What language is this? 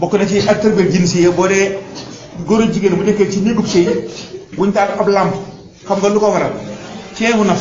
Wolof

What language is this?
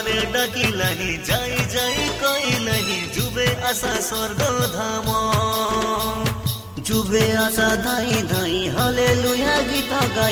Odia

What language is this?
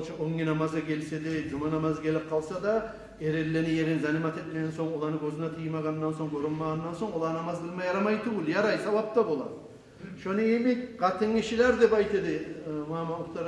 Kumyk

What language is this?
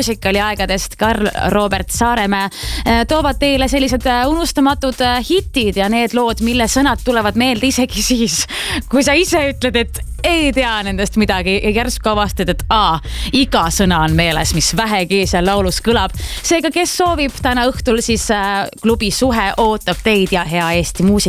Estonian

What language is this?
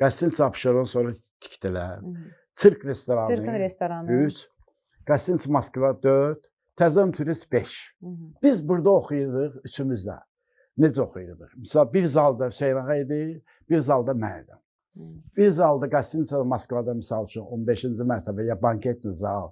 Azerbaijani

